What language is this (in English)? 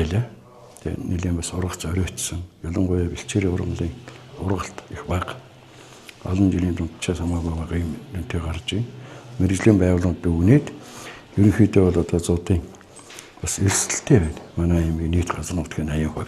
Mongolian